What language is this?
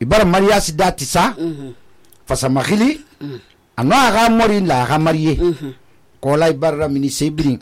Susu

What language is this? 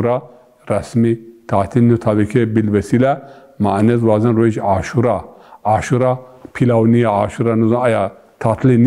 Zaza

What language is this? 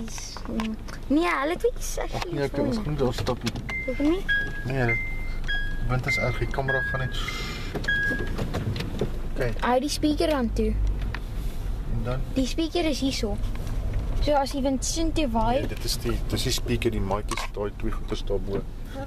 Afrikaans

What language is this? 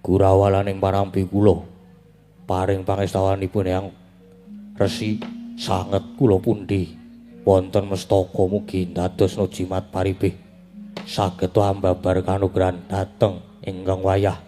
Javanese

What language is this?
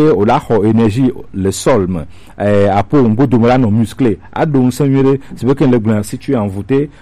Gen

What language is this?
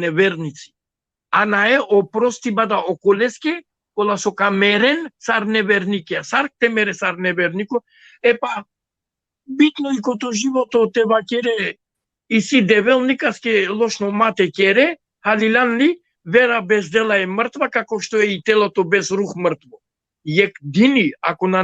Balkan Romani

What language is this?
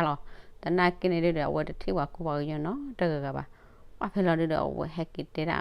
S'gaw Karen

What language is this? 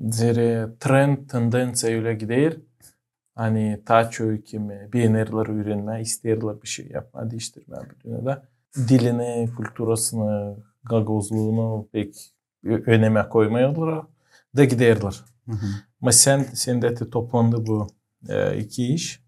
Gagauz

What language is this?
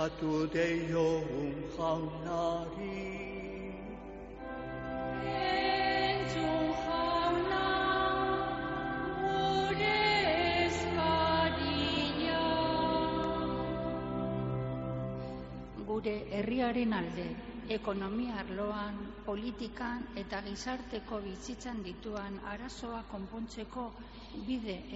Basque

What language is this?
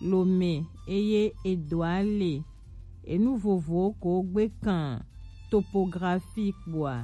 Gen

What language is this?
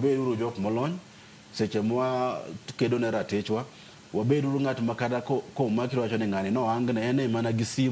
Luo (Kenya and Tanzania)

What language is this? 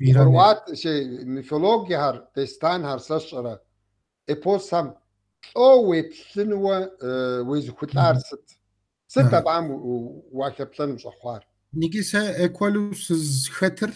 Kabardian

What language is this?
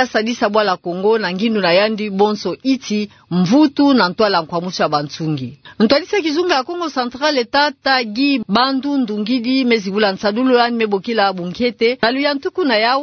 Kituba (Democratic Republic of Congo)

